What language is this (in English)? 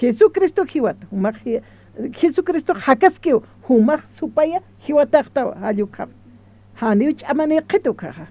Aymara